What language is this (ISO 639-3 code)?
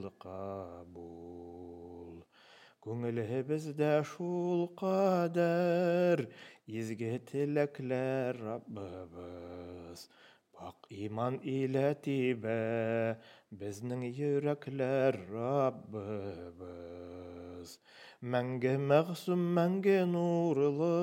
tat